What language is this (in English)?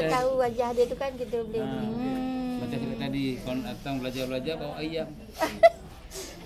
Malay